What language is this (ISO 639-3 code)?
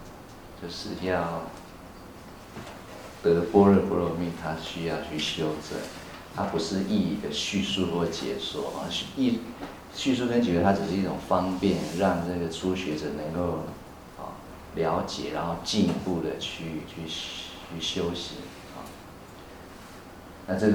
zho